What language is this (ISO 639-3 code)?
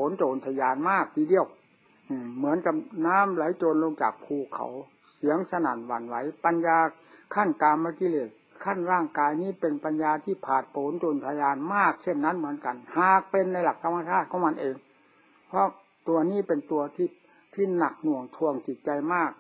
tha